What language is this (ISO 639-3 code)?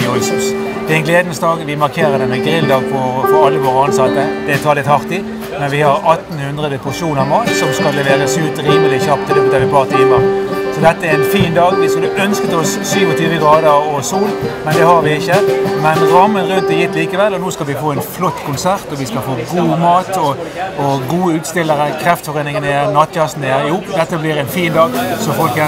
nor